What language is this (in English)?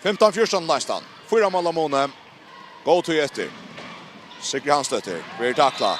Faroese